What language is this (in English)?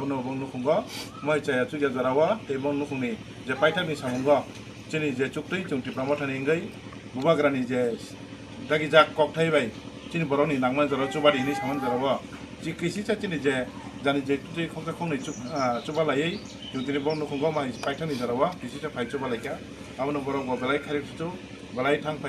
Kok Borok